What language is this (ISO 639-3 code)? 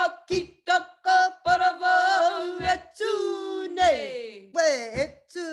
mri